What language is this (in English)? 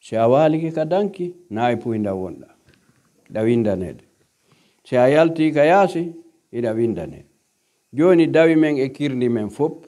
Pular